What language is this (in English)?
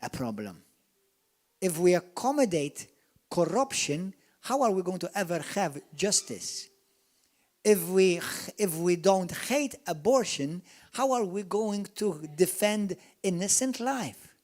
English